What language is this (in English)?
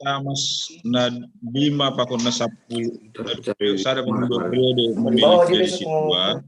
Batak Simalungun